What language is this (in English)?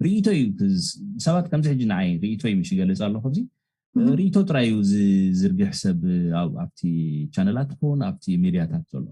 Tigrinya